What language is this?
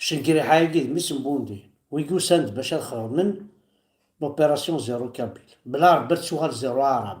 Kabyle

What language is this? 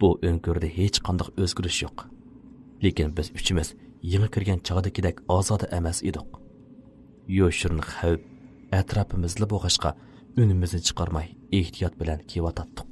Uyghur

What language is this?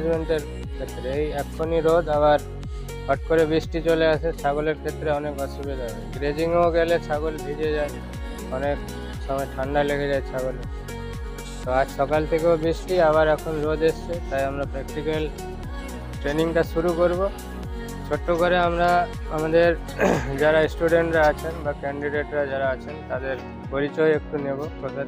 Bangla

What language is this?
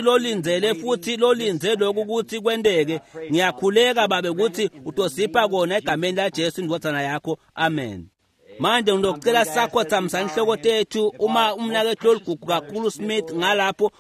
Swati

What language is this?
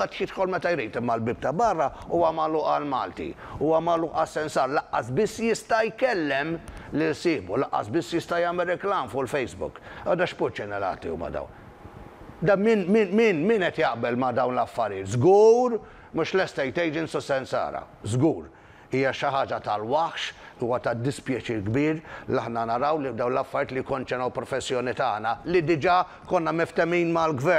Maltese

